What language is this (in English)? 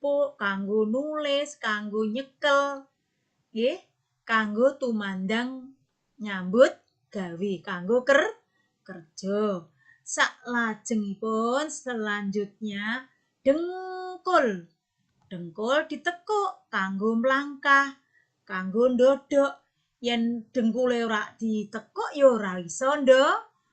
Javanese